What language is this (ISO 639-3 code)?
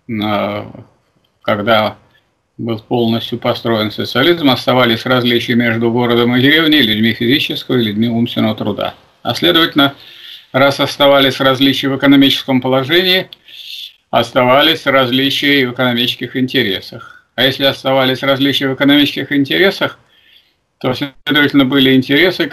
rus